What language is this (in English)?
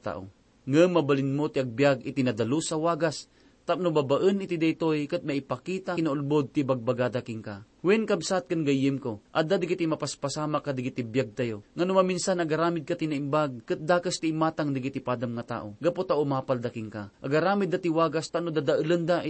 Iloko